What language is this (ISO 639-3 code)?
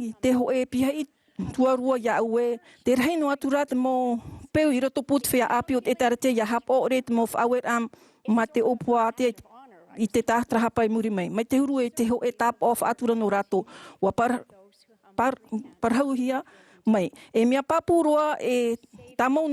tah